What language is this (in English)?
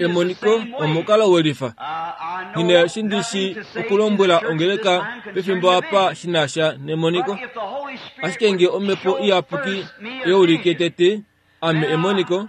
Kuanyama